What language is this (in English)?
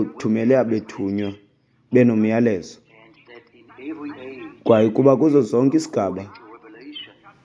Xhosa